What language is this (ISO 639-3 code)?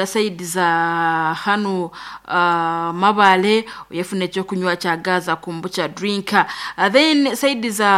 nyn